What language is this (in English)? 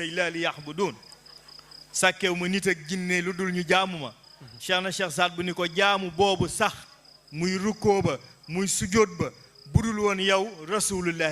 Wolof